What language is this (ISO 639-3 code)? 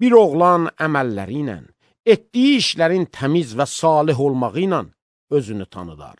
aze